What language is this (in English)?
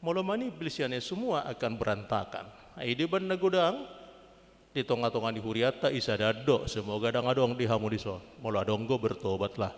Batak Toba